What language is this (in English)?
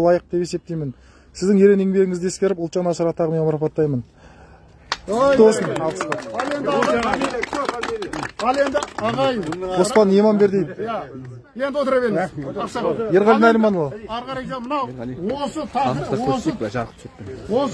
Kazakh